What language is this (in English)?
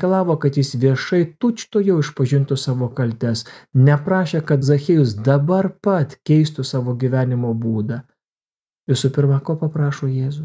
Lithuanian